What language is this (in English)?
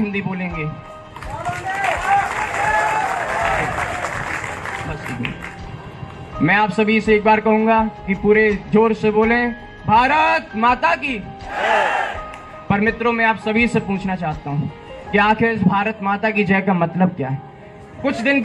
Hindi